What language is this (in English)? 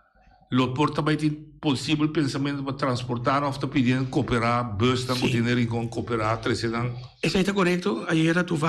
Papiamento